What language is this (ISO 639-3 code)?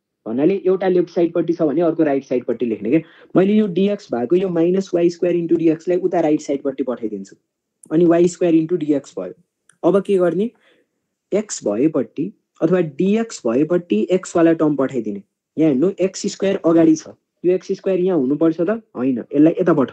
nep